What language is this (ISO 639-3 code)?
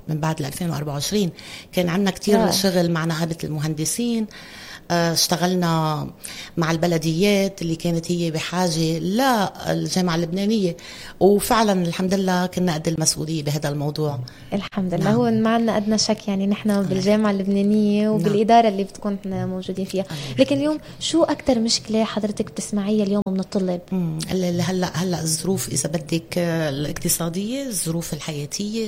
apc